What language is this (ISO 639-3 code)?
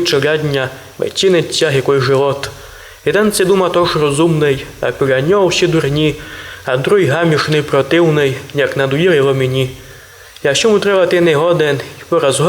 rue